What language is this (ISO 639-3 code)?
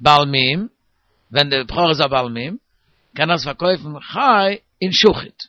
yid